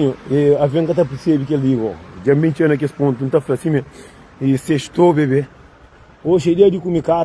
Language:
Kabuverdianu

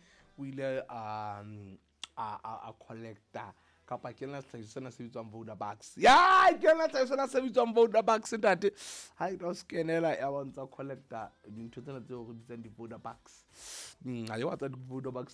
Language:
Southern Sotho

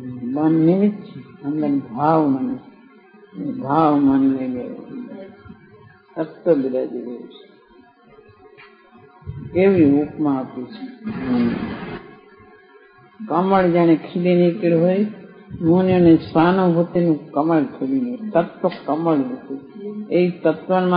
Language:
Gujarati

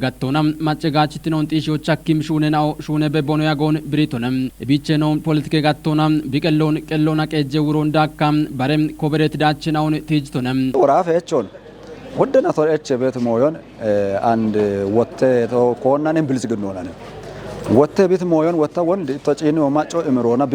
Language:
Kafa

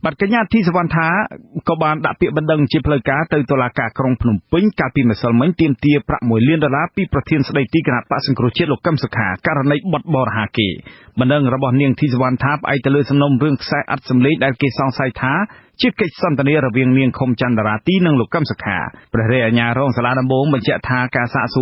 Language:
Khmer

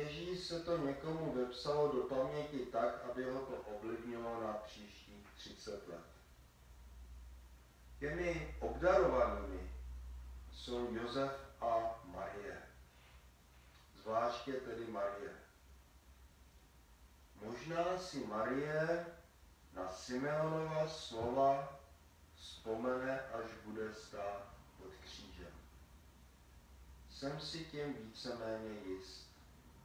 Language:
Czech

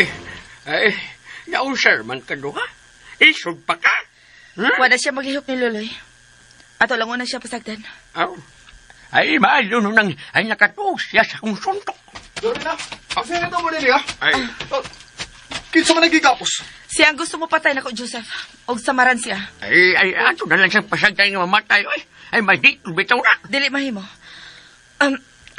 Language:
Cebuano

